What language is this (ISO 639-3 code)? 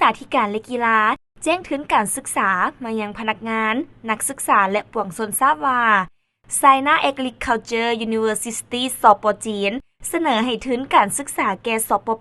lao